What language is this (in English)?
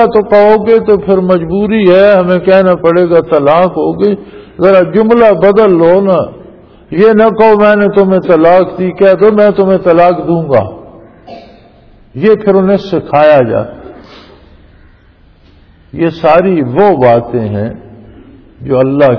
Urdu